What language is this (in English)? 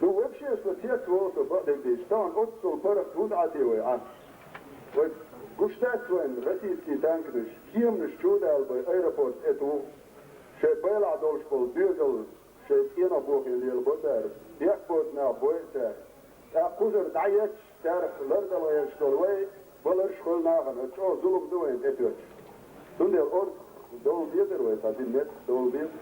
Chechen